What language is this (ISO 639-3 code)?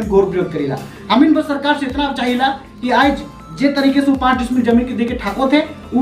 sck